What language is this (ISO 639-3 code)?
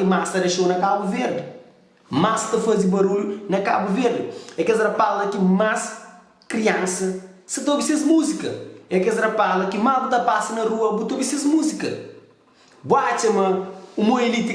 kea